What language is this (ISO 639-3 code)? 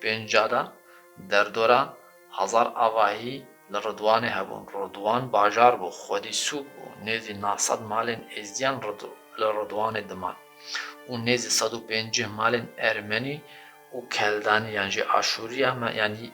kur